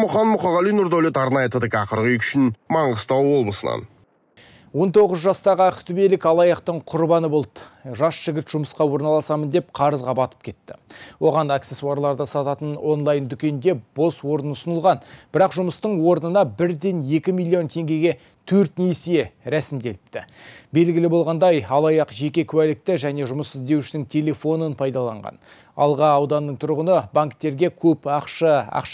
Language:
Kazakh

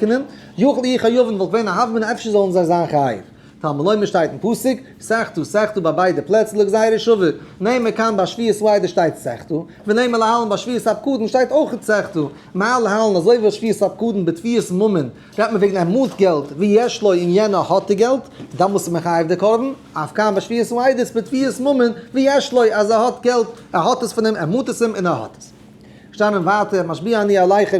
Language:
Yiddish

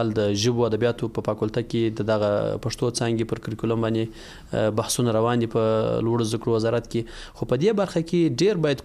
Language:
Pashto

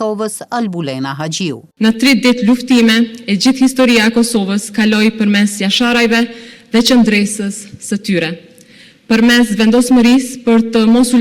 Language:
Albanian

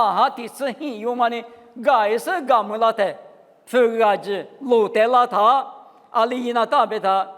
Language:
Lisu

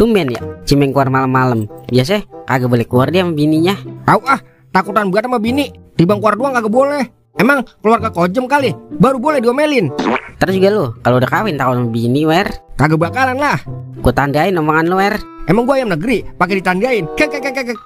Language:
Betawi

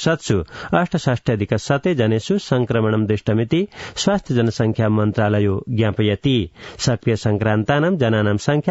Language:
Sanskrit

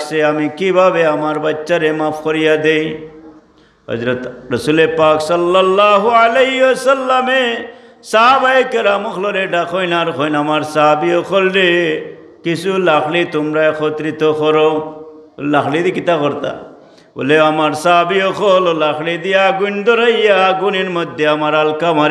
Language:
Sylheti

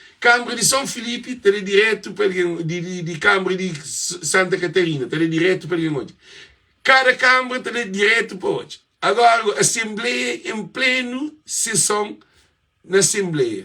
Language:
Kabuverdianu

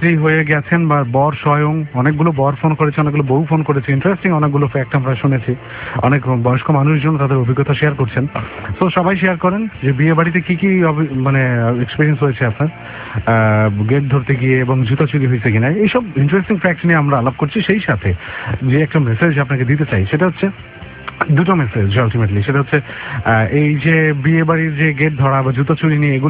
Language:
Bangla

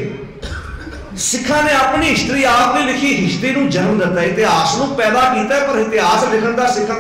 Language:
Punjabi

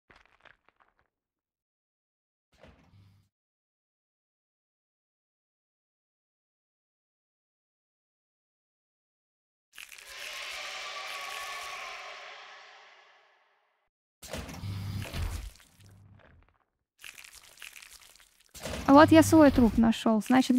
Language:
Russian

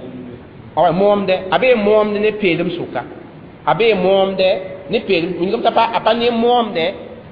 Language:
Mossi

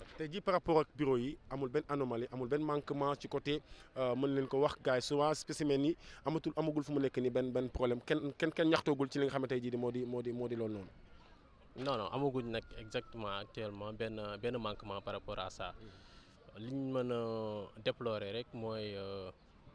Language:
Wolof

